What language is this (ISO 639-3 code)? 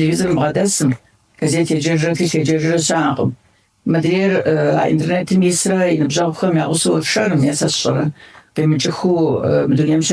kbd